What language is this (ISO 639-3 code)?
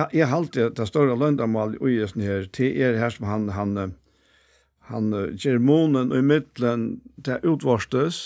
fao